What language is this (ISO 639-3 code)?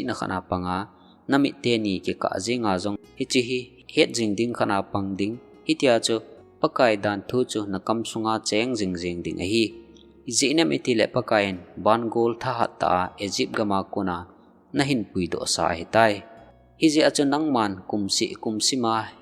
tcz